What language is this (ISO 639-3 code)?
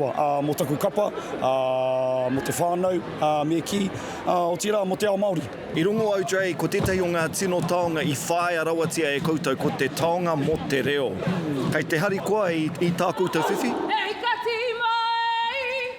mri